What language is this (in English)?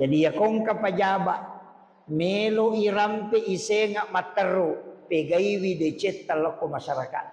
Buginese